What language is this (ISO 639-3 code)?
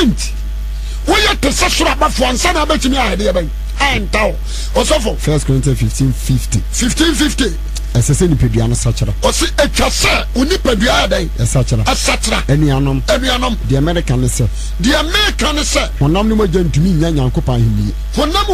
aka